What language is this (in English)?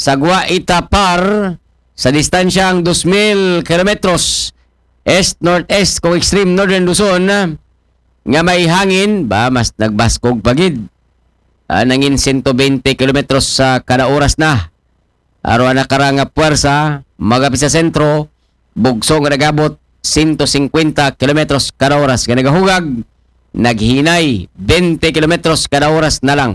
Aklanon